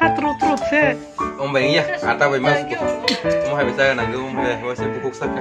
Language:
Kok Borok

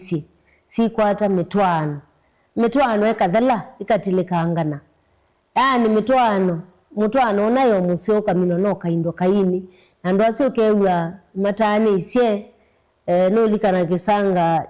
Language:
Kamba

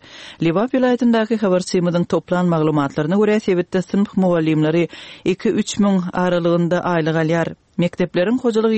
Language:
Turkmen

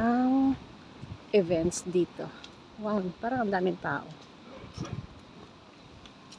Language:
Filipino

